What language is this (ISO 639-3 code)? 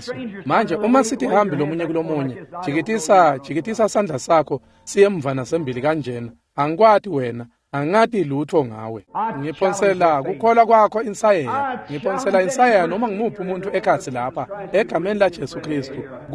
ssw